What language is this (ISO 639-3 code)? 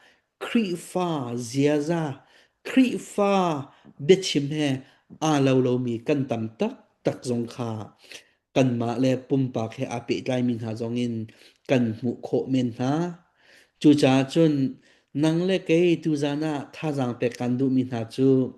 cnh